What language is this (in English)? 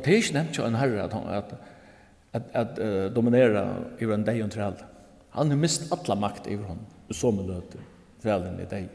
Faroese